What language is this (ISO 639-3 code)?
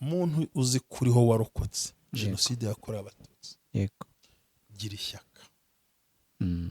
kin